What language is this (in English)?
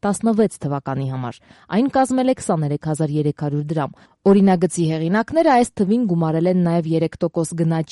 Armenian